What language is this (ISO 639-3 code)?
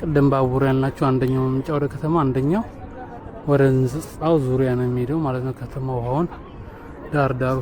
amh